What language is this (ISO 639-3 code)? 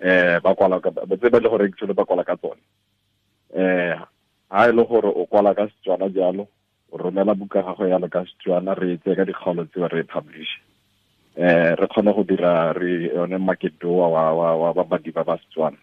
tsn